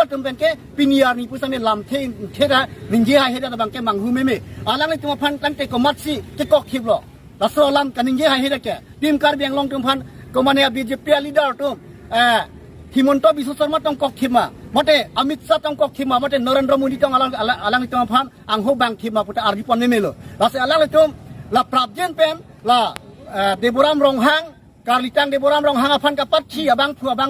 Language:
Karbi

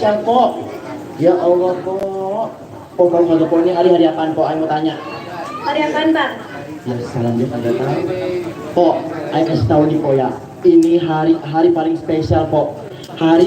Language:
Betawi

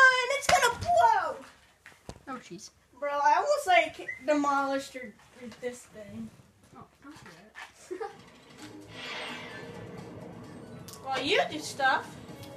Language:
English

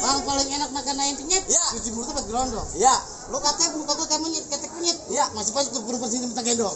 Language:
Betawi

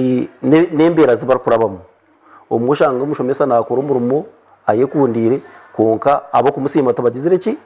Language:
Nyankole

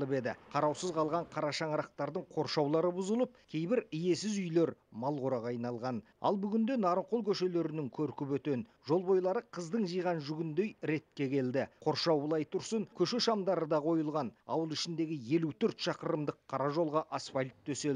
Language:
Kazakh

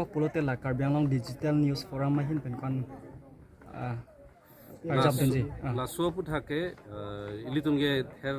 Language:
Karbi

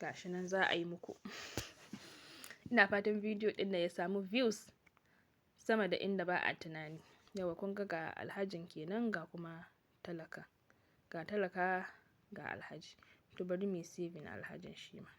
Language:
Hausa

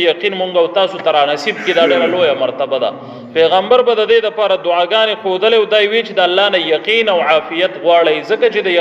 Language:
Pashto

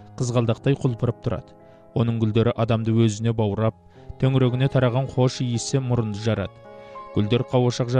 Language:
Kazakh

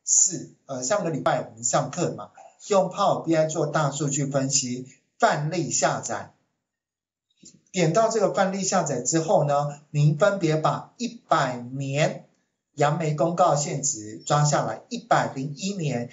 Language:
Chinese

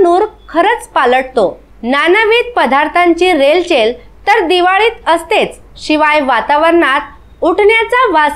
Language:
Marathi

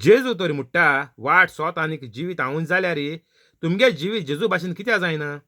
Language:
Konkani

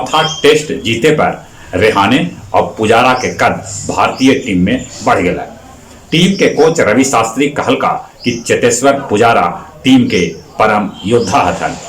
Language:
Magahi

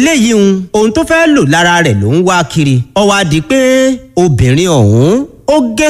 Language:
Yoruba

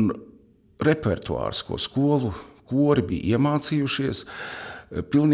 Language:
Latvian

